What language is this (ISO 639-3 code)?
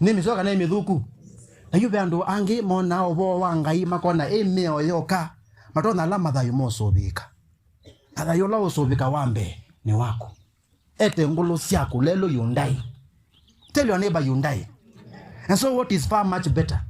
kam